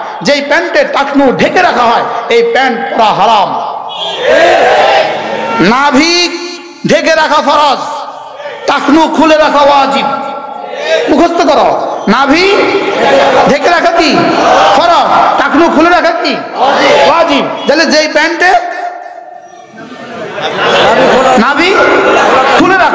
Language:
Bangla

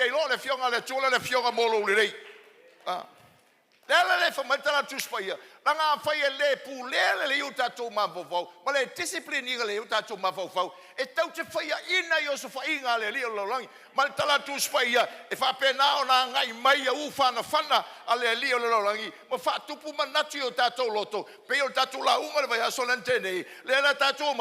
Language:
Samoan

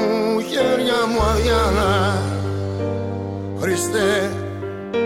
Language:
Greek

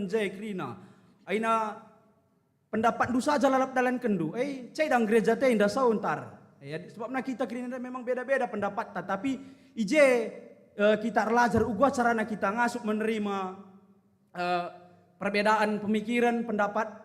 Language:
Batak Karo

